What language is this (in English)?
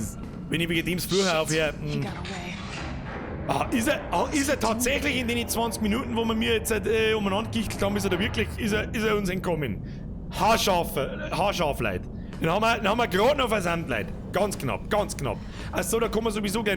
Bavarian